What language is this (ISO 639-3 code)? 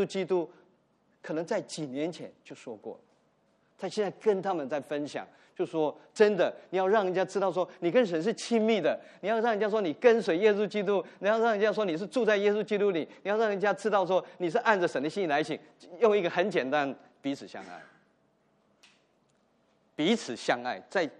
zho